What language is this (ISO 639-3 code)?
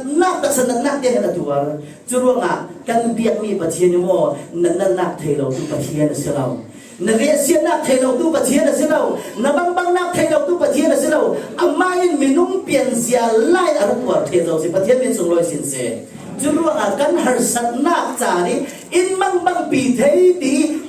cfm